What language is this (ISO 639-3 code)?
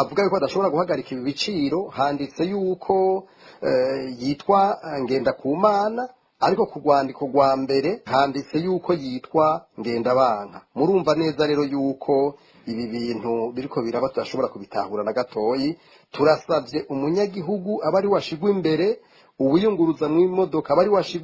run